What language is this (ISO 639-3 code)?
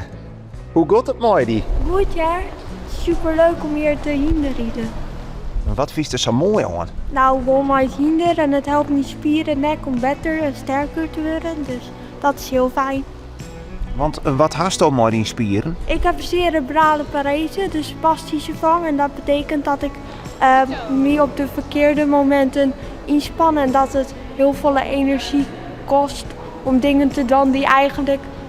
fry